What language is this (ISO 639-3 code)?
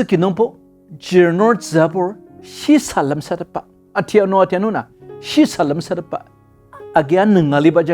njo